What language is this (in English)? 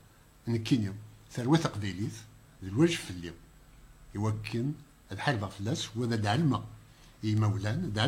Kabyle